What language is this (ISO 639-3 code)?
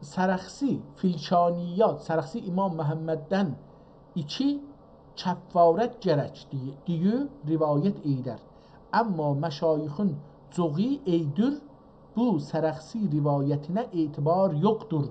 azb